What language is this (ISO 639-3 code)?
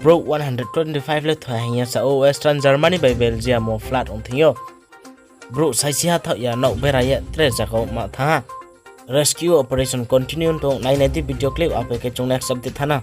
ria